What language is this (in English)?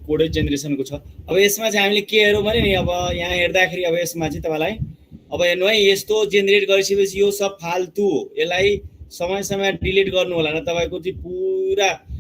Nepali